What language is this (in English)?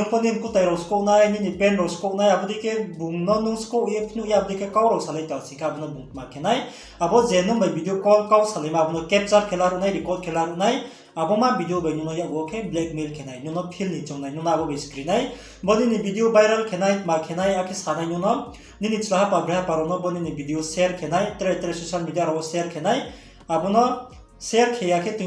Riang (India)